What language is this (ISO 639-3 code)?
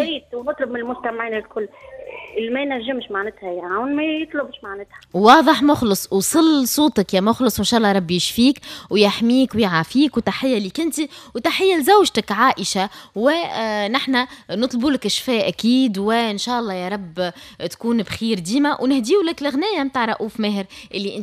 aeb